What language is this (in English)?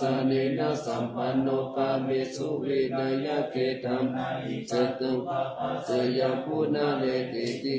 Pali